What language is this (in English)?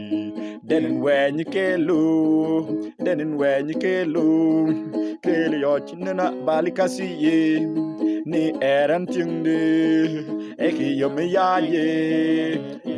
Mabaan